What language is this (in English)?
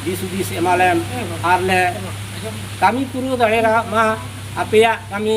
Santali